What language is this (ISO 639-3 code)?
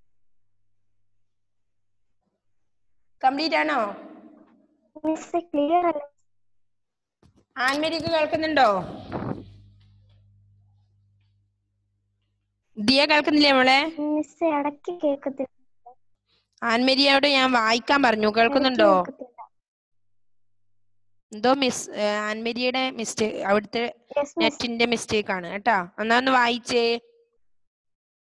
mal